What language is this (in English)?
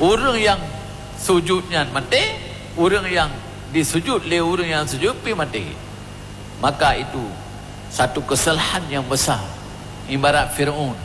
Achinese